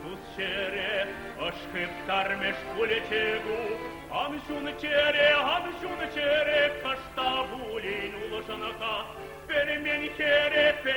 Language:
Chuvash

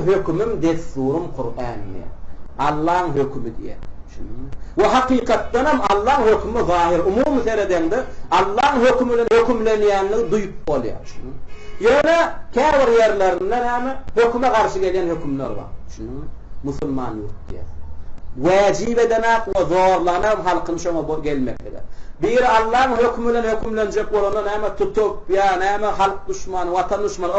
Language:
Turkmen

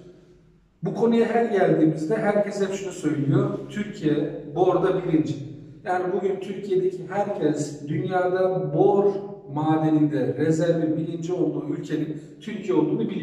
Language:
Turkish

